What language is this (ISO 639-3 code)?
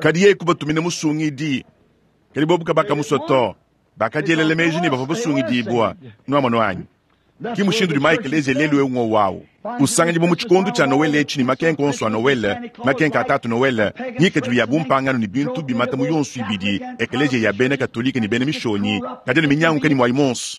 lua